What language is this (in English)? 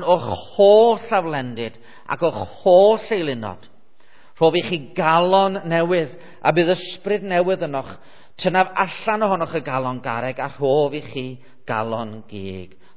Welsh